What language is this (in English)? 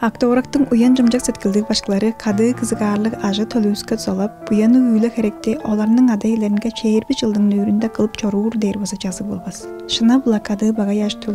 Tuvinian